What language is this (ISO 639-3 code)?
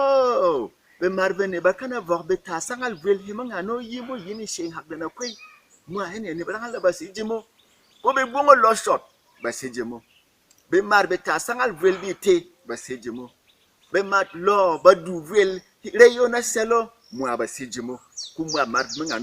bom